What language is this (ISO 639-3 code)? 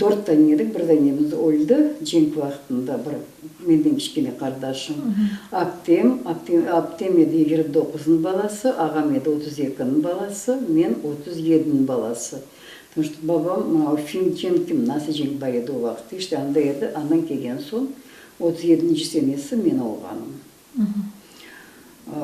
crh